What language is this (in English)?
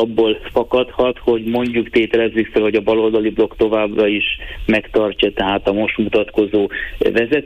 Hungarian